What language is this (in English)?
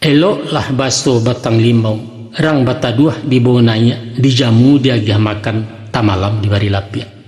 Minangkabau